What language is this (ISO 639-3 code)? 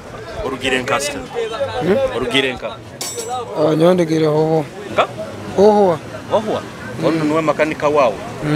nyo